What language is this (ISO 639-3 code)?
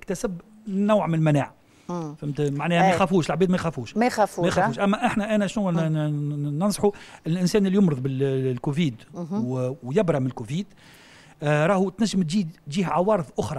aeb